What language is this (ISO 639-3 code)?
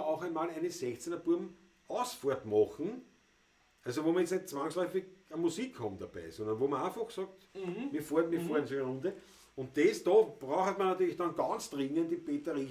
bar